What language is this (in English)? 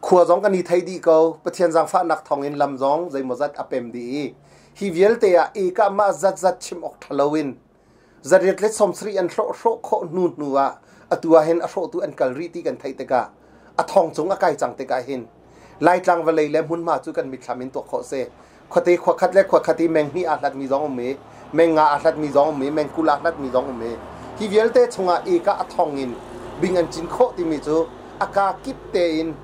Hakha Chin